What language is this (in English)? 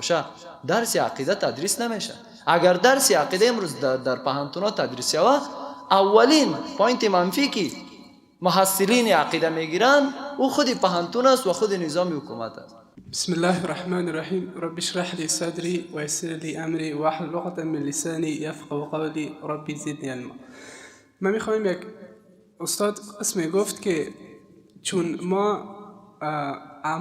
Persian